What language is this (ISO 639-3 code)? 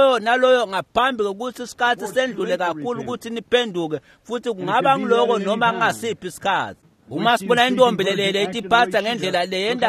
ssw